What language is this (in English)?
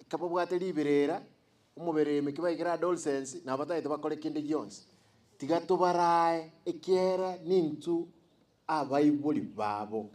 Gusii